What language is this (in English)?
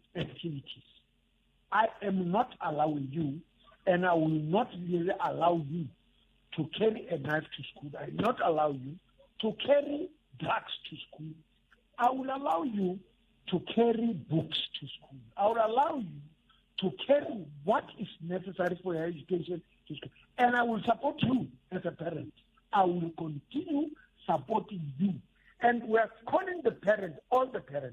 Tsonga